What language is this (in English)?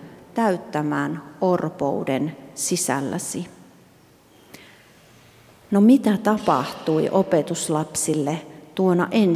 Finnish